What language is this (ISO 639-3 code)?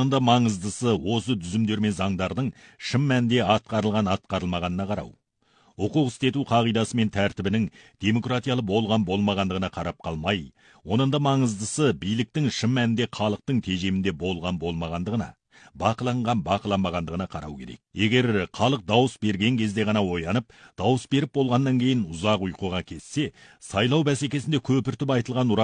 kaz